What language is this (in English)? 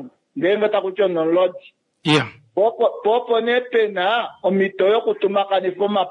Kuanyama